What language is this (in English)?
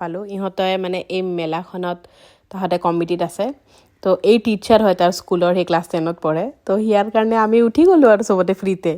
Assamese